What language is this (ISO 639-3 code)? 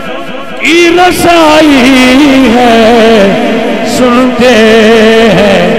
urd